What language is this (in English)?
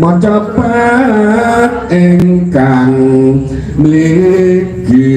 Javanese